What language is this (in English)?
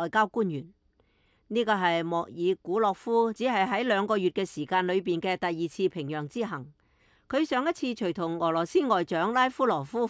Cantonese